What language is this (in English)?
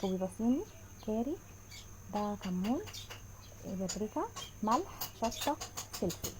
Egyptian Arabic